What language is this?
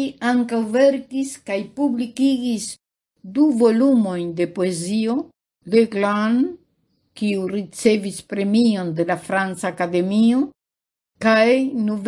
Esperanto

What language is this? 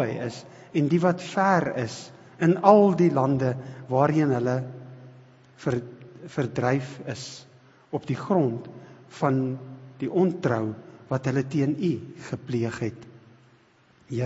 Afrikaans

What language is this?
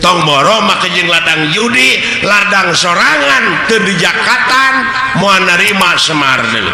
Sundanese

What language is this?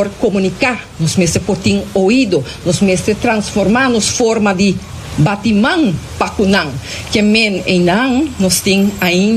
Papiamento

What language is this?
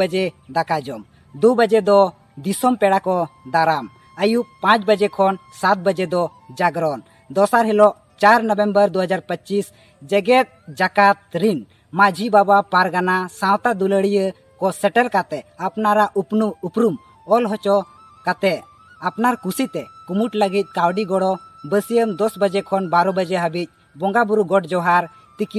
Santali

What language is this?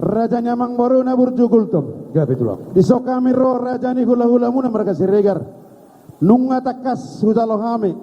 Batak Toba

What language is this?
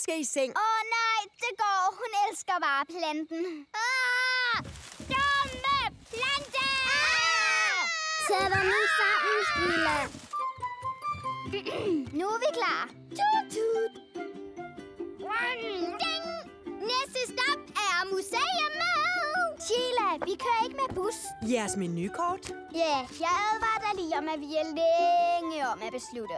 Danish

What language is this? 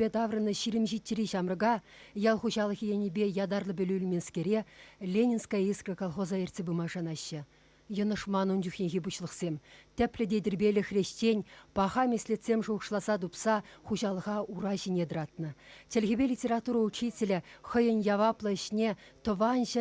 Chuvash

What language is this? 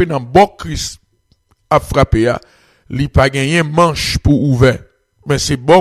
French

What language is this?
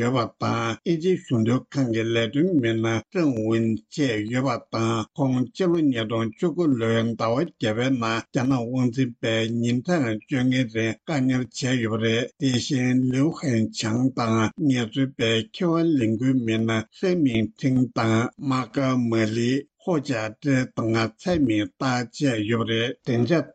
Tibetan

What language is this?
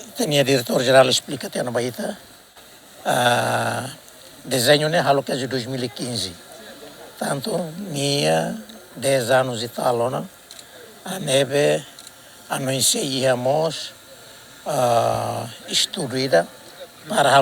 Tetum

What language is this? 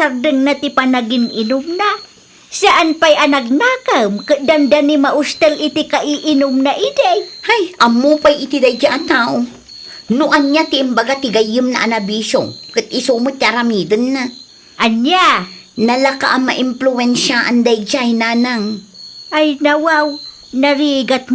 Iloko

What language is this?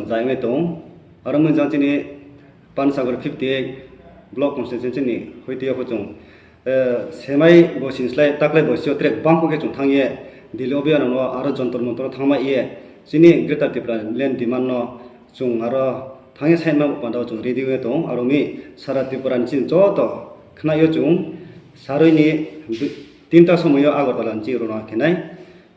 Kok Borok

